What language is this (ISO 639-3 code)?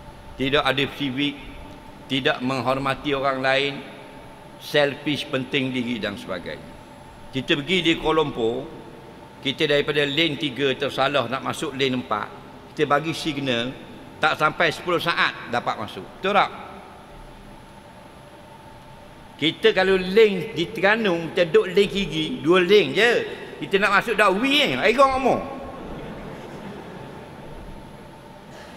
msa